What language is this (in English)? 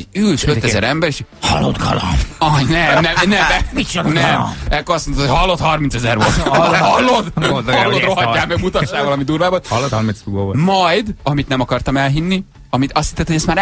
Hungarian